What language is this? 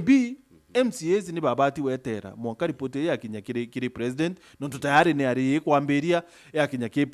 Meru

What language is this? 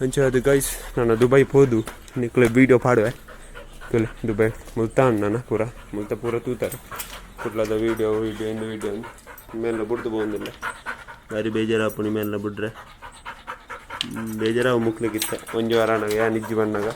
Tulu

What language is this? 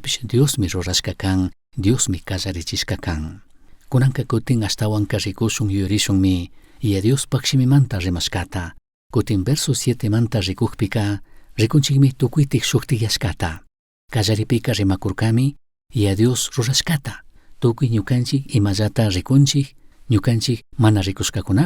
Chimborazo Highland Quichua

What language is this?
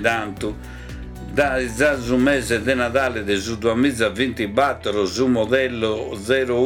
Sardinian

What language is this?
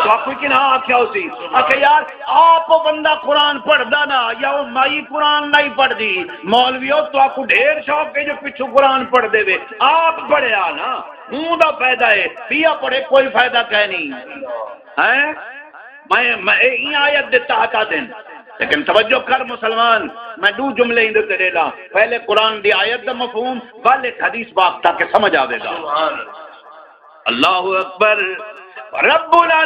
Saraiki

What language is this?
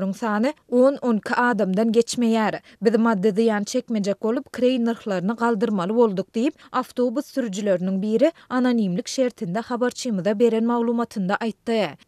Turkmen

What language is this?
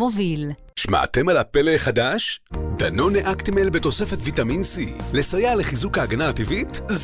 Hebrew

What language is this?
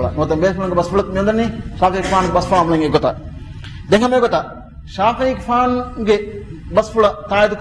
Divehi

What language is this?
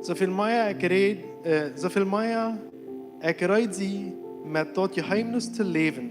Plautdietsch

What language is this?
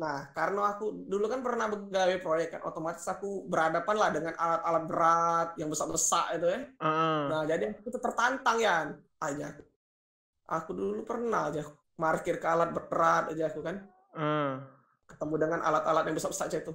Musi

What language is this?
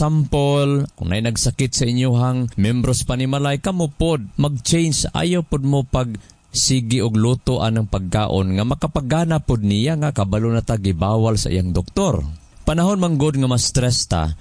Cebuano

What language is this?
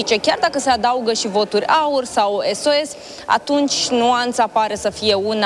Romanian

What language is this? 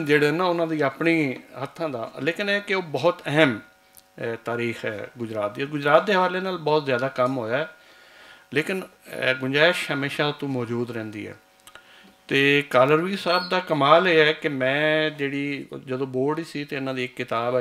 Western Panjabi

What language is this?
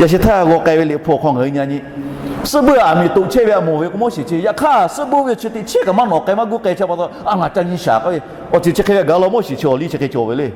Lahu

